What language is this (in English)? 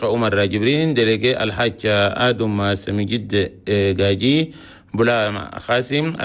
Chadian Arabic